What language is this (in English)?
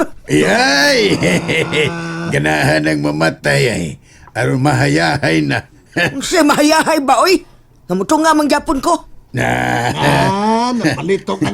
Cebuano